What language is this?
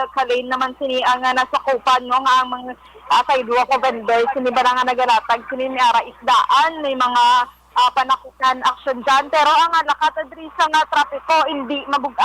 Hiligaynon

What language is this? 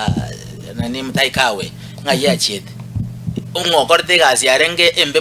Gusii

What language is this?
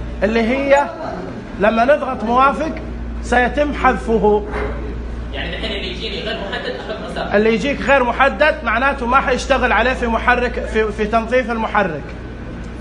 Najdi Arabic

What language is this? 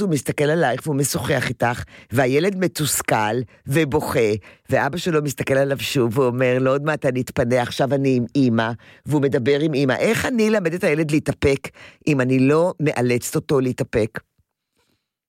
Hebrew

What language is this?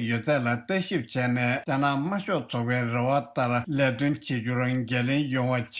Tibetan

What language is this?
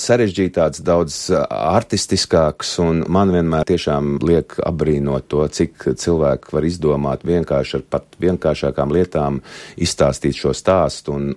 Latvian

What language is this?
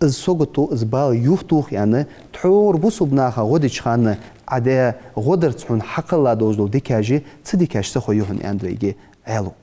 Ingush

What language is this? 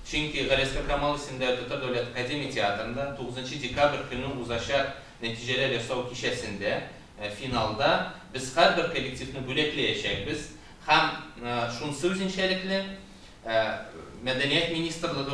Tatar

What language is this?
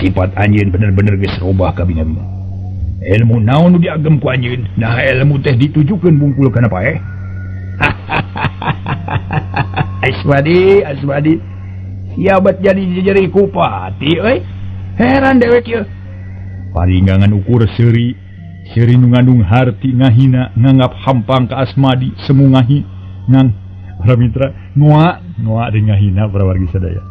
Sundanese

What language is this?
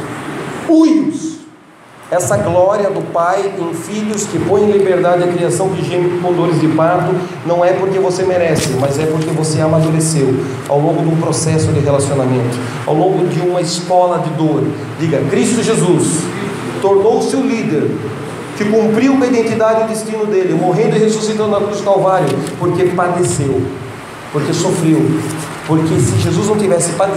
Portuguese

